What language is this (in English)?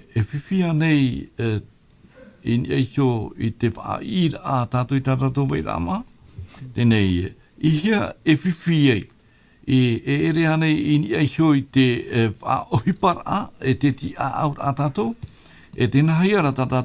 Tahitian